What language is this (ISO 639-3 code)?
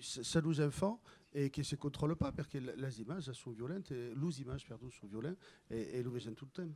oci